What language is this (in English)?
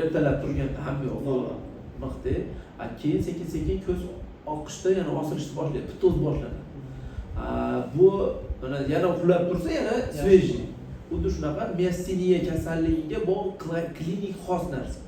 Uzbek